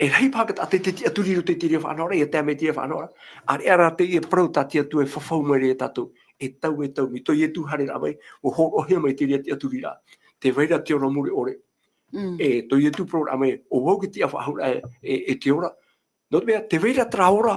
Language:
Tahitian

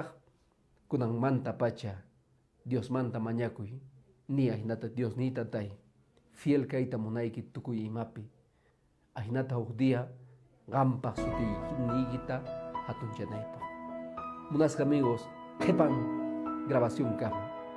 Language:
Quechua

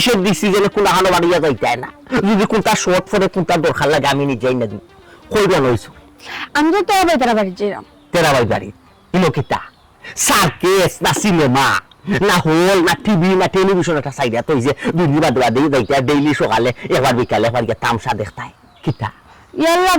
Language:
Sylheti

